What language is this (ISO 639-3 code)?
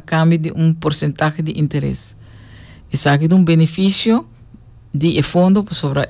pap